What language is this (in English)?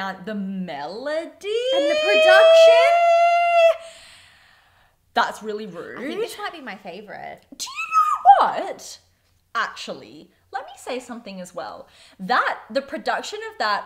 English